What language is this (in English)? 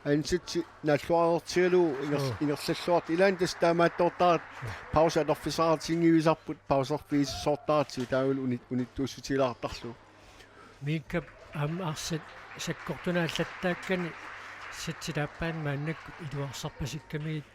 Kalaallisut